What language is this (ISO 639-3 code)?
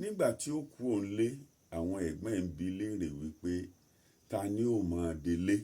yor